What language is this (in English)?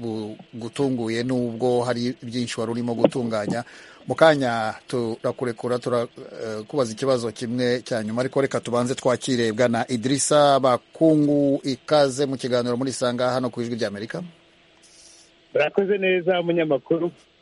Kinyarwanda